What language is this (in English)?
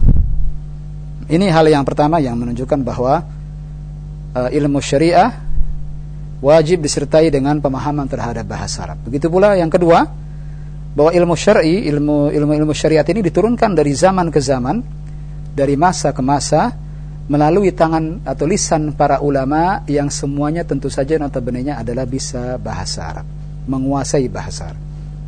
Indonesian